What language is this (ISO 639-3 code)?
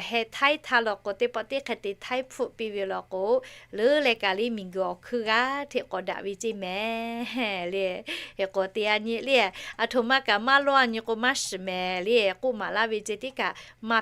lhu